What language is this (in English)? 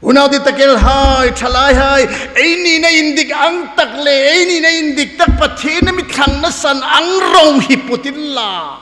Hmar